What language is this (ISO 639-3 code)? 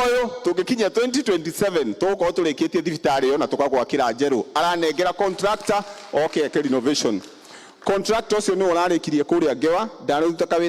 kik